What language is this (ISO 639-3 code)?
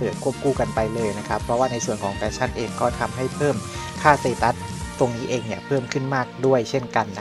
tha